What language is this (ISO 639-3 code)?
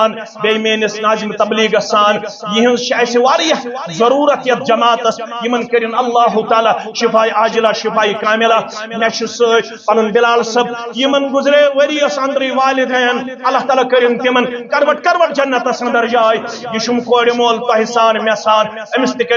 kas